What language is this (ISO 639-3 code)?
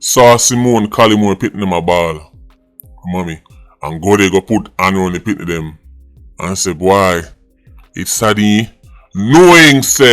jam